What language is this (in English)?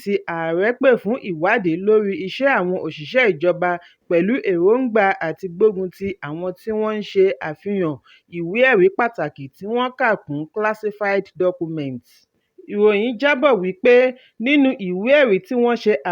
Yoruba